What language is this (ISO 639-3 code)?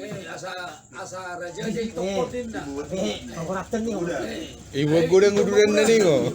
bbc